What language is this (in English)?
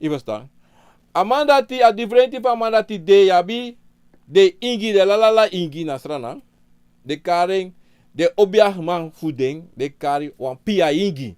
Sranan Tongo